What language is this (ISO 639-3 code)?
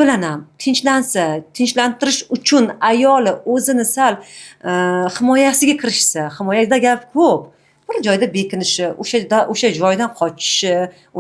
uzb